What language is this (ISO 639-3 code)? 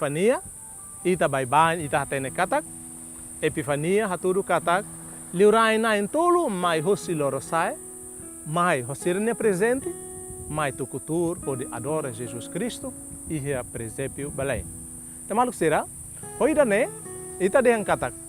tet